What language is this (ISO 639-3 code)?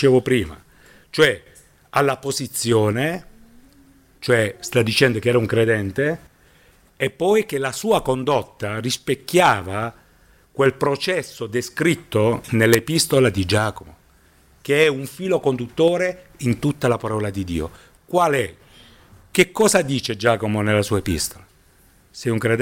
ita